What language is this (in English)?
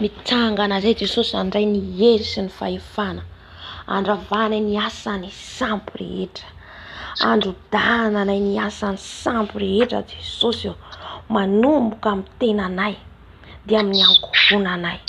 Malagasy